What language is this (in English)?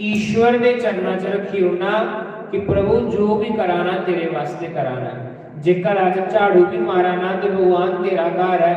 Dogri